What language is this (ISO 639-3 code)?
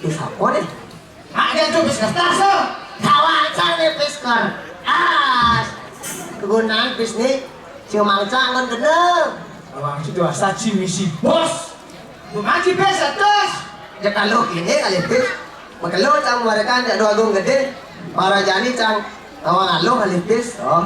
ban